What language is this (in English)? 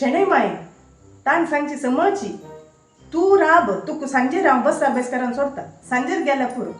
Konkani